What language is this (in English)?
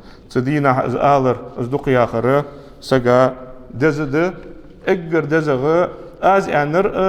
Ingush